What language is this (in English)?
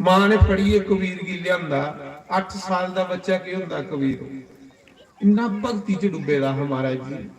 Dogri